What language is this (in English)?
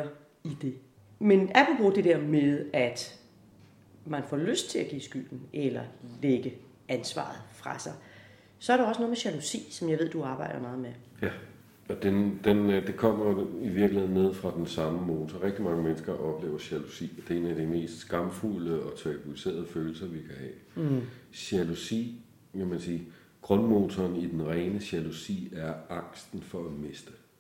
Danish